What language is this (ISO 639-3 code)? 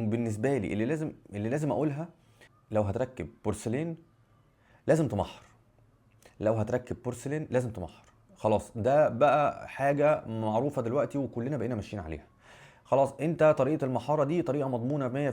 arz